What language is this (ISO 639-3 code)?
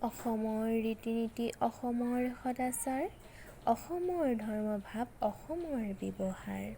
asm